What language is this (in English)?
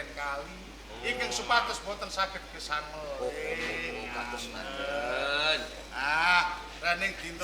Javanese